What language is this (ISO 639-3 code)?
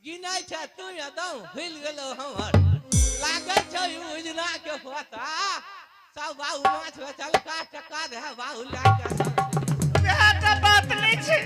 anp